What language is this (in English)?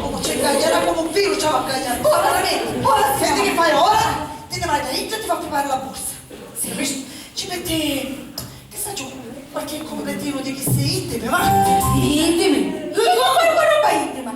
Sicilian